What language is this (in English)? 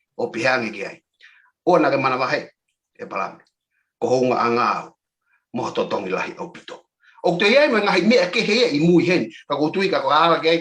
Tongan